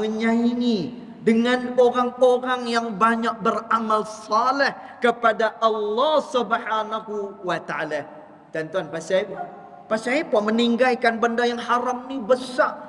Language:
Malay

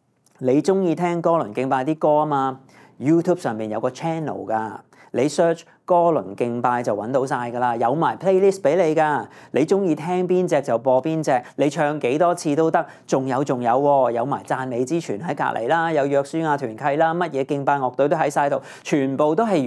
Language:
Cantonese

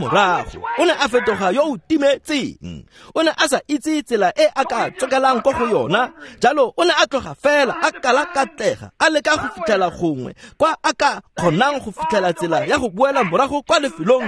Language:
Tswana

